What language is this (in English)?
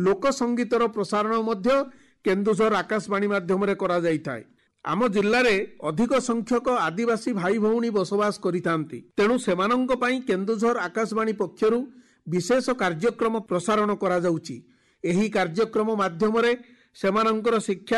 Odia